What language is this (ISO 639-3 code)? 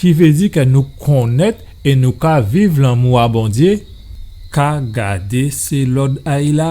gcf